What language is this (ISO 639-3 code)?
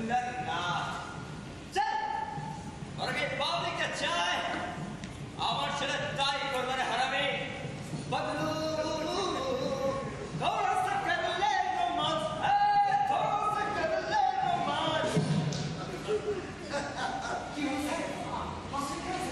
ben